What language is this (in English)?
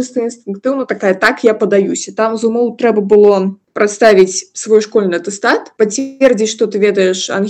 Belarusian